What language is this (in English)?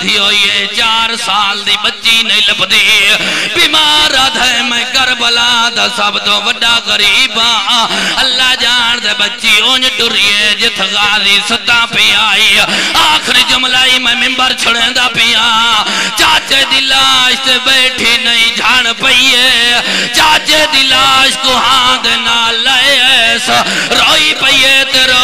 Saraiki